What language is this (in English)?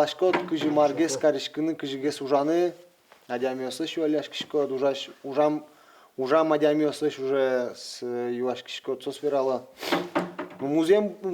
Udmurt